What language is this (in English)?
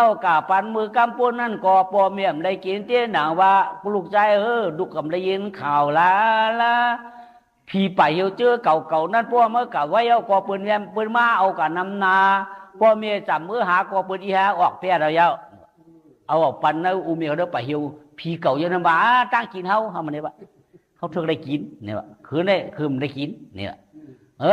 Shan